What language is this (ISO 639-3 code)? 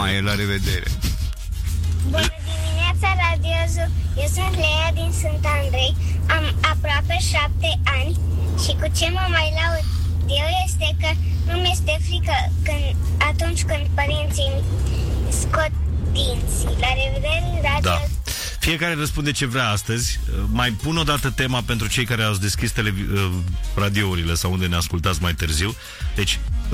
ron